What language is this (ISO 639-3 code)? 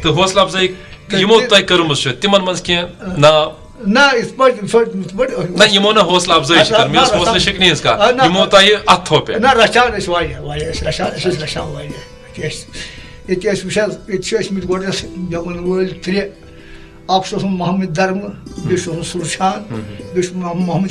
kas